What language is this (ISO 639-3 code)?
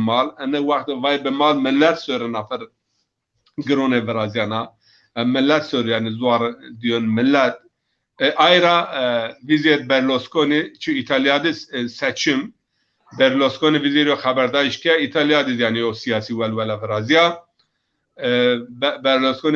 zza